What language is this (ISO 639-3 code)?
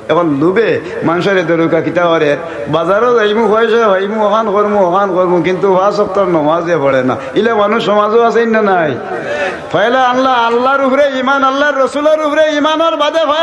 syl